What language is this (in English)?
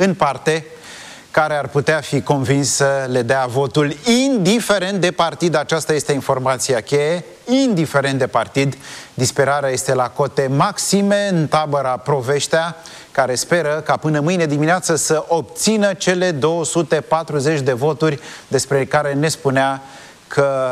Romanian